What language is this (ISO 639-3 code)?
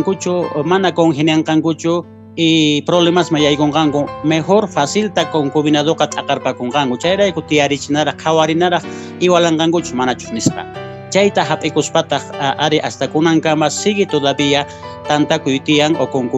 que